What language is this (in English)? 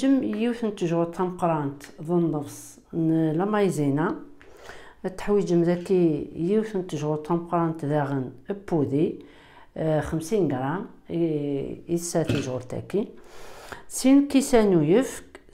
Kabyle